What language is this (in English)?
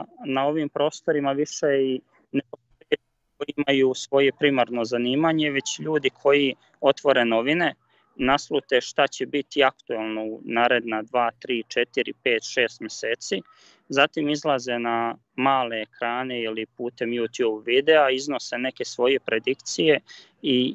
Serbian